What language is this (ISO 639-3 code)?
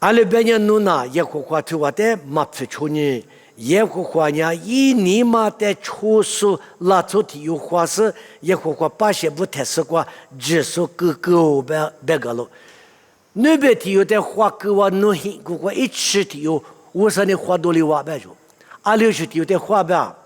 lis